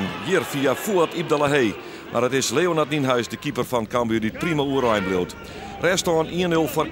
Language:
Western Frisian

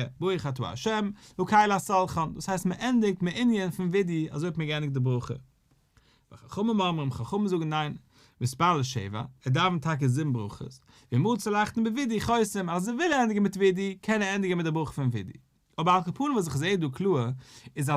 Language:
Yiddish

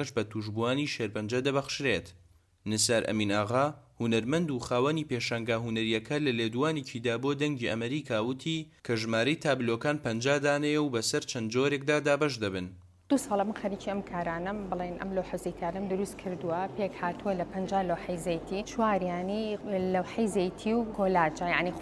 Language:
Central Kurdish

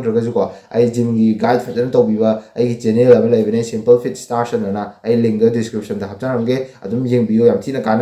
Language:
Manipuri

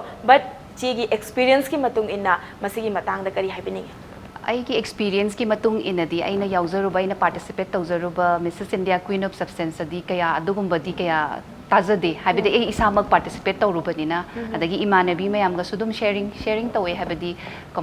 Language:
Manipuri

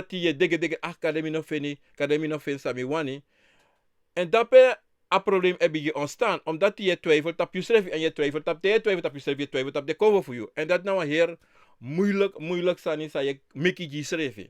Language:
Sranan Tongo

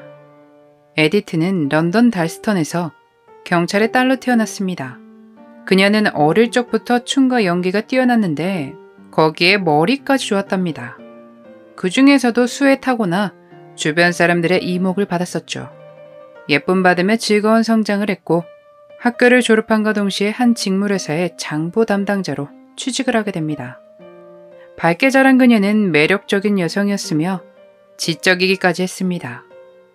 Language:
Korean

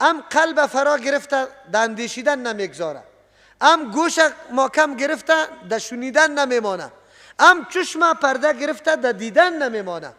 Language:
Persian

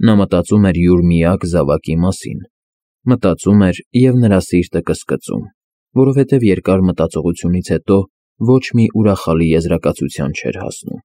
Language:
Armenian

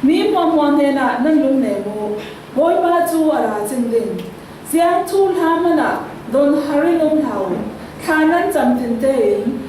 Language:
Falam Chin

